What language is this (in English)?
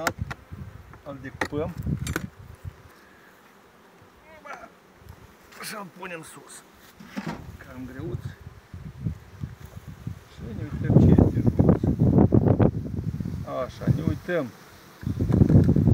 Romanian